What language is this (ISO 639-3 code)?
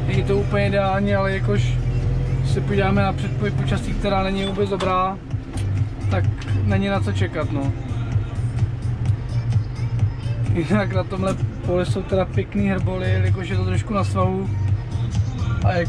ces